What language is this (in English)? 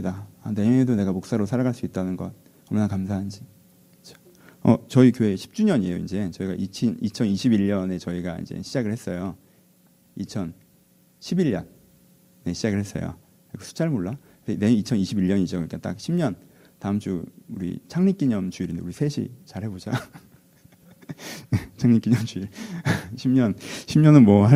Korean